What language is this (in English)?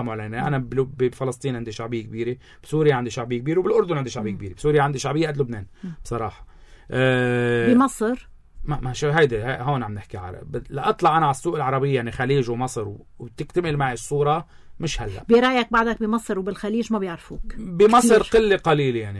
North Levantine Arabic